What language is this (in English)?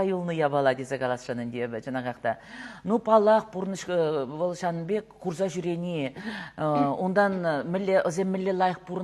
Chuvash